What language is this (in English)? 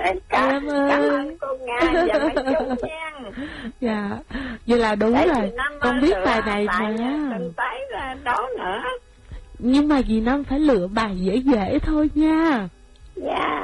Vietnamese